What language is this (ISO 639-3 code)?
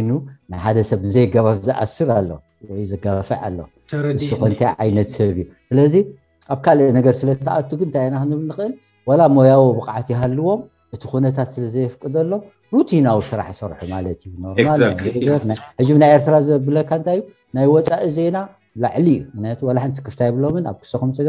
tir